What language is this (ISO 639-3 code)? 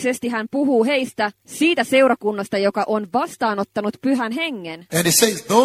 fin